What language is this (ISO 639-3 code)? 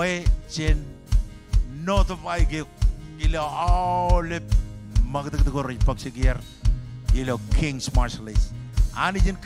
mah